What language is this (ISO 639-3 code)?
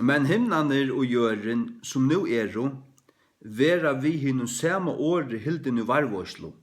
fao